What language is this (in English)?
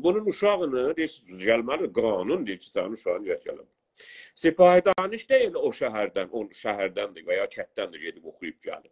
South Azerbaijani